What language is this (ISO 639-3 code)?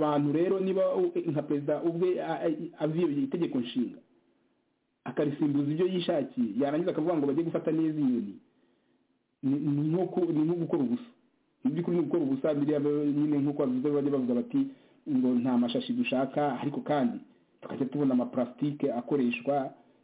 kin